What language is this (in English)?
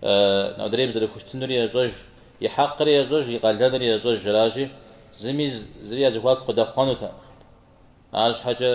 Kabardian